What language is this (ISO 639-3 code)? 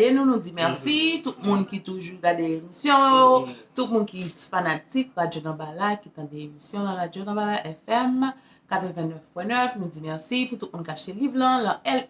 hat